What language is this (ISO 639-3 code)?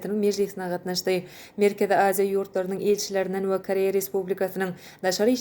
tuk